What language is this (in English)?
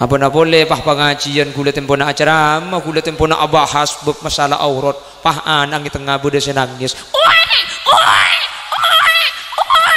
Madurese